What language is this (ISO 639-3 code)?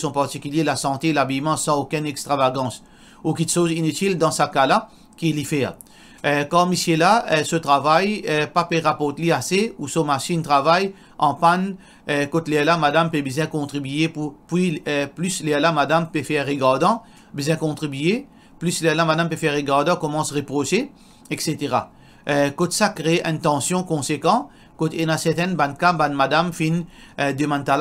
mfe